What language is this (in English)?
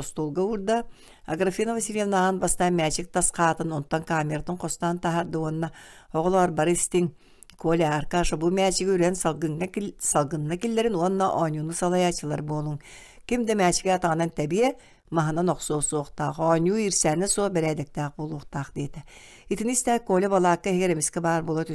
Yakut